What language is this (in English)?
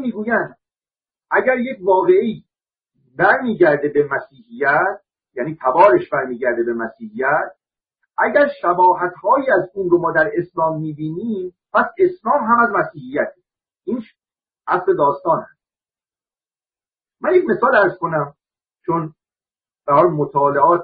Persian